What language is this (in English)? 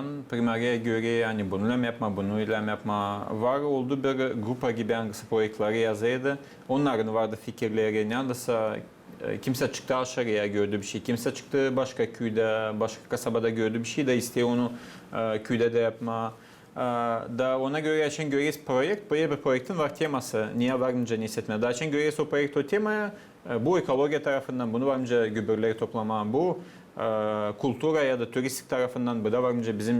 Gagauz